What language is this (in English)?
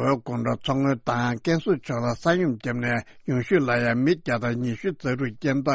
Tibetan